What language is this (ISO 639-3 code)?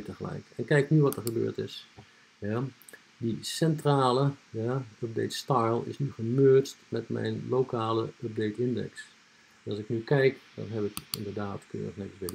nld